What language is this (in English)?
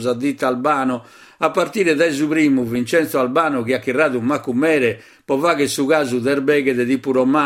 Sardinian